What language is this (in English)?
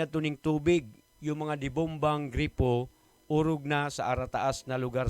Buhi'non Bikol